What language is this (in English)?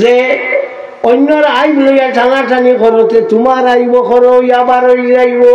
Sylheti